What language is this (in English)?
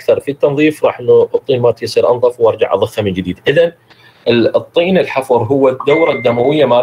Mesopotamian Arabic